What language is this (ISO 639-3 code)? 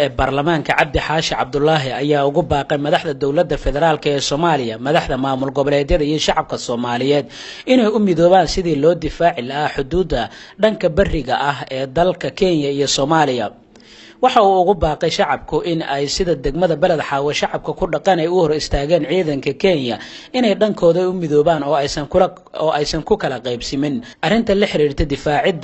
som